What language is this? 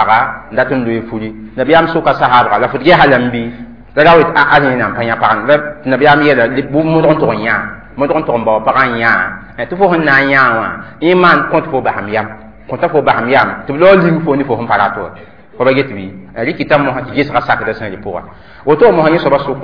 Mossi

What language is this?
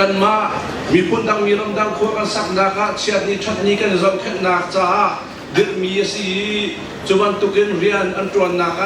Hakha Chin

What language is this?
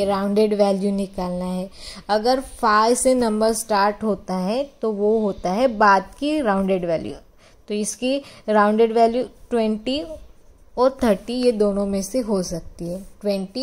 Hindi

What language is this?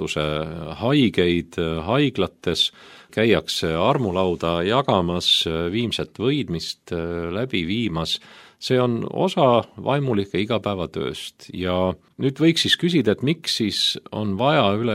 Estonian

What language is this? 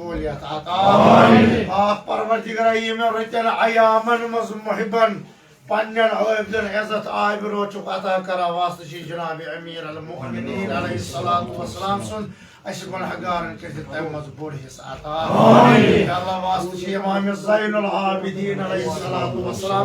Kashmiri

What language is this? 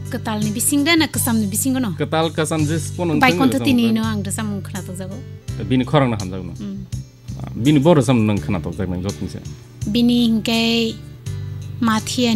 Kok Borok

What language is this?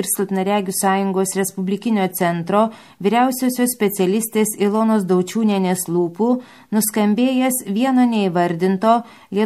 Lithuanian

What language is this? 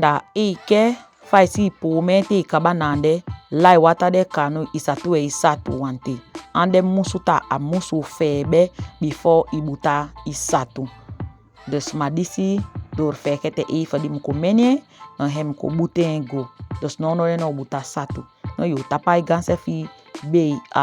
Saramaccan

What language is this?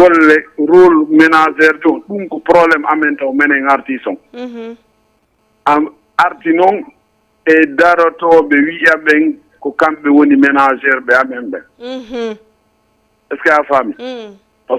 Fula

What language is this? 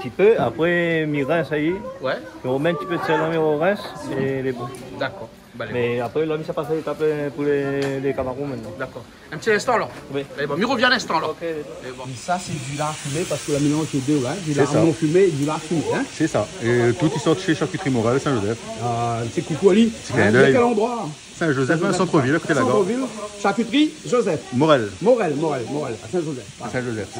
Réunion Creole French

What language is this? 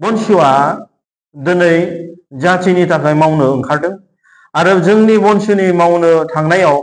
Bodo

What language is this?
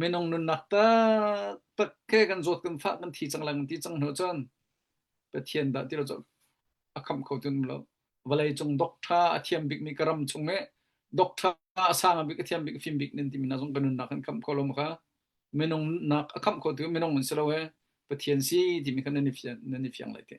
Hakha Chin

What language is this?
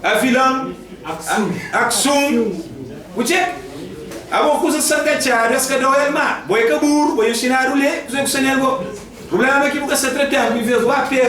Kabuverdianu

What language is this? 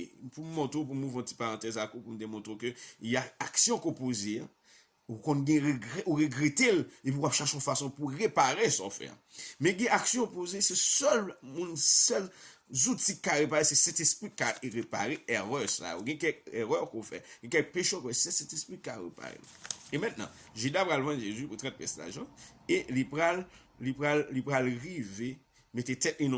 Haitian Creole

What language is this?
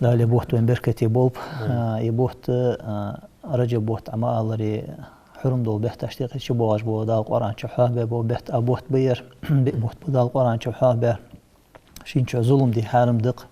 Ingush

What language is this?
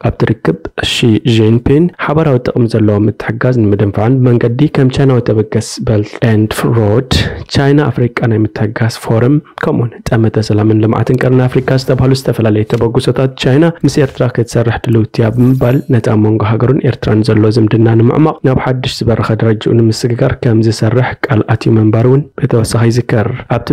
Tigrinya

